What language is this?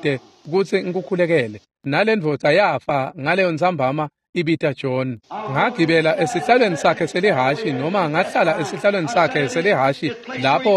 Swati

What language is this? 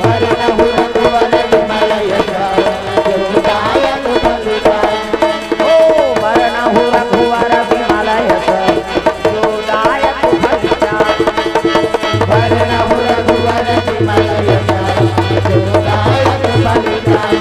Chhattisgarhi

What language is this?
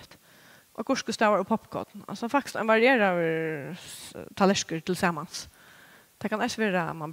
Faroese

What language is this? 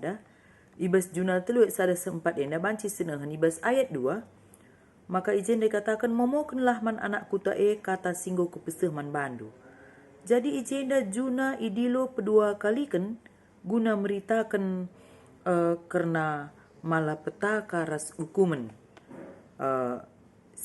Batak Karo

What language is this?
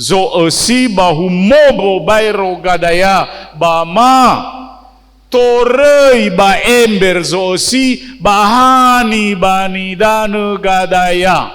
Nias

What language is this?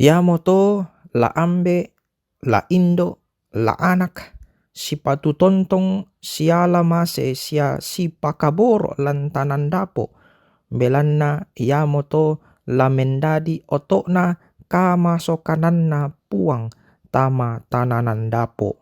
Toraja-Sa'dan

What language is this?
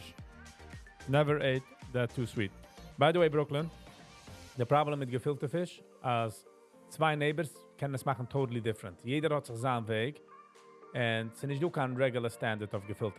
Yiddish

